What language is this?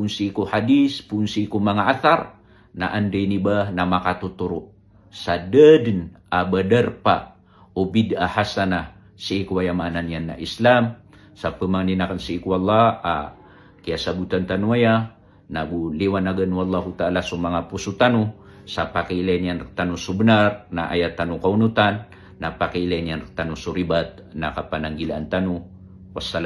Maranao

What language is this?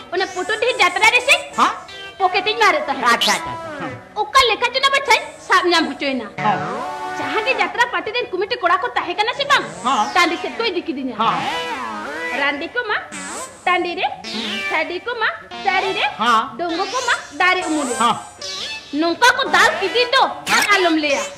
Santali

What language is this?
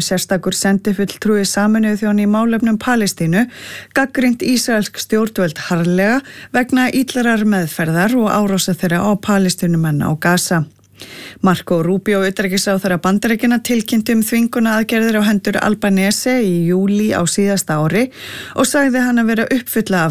Icelandic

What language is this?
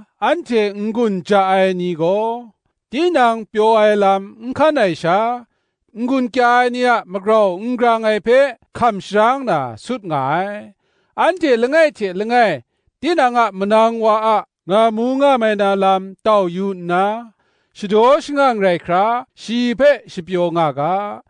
Kachin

